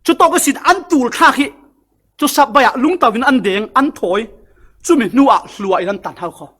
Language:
Falam Chin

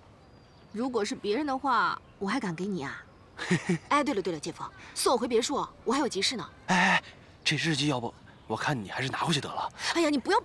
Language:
Chinese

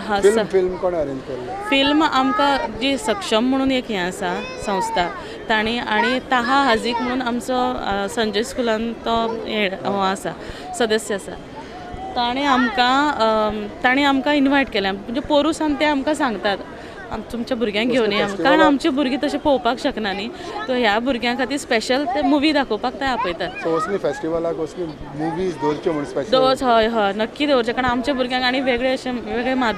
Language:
Konkani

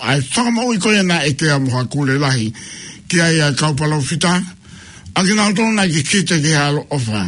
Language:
Tongan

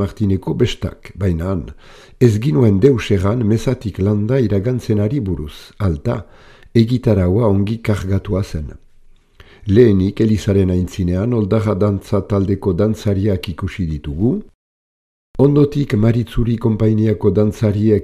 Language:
Basque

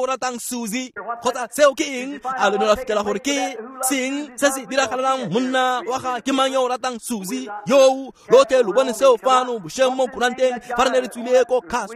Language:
Tswana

